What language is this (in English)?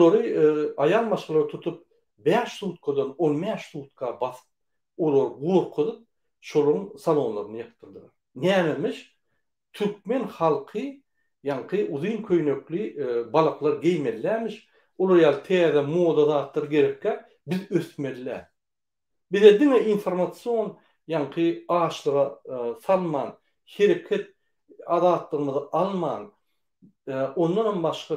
Turkmen